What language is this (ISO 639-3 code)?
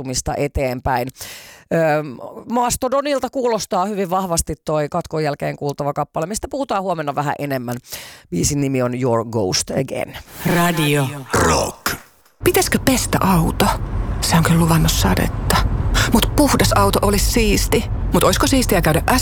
fin